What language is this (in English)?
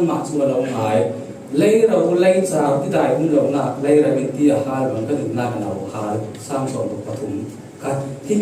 Falam Chin